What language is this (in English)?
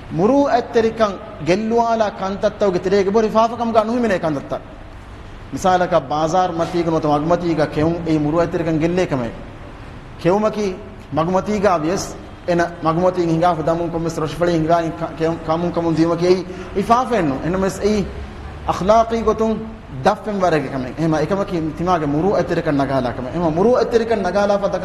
Divehi